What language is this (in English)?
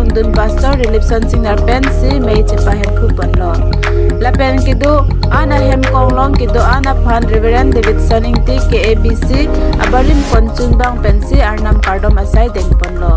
Karbi